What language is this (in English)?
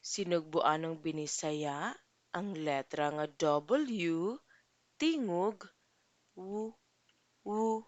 Cebuano